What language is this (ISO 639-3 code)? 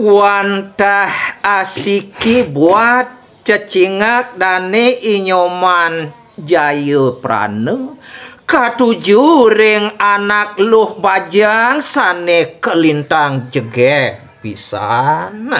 ban